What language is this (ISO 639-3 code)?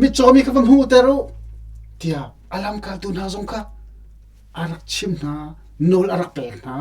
cnh